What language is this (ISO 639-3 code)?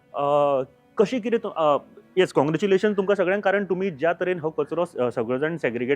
kok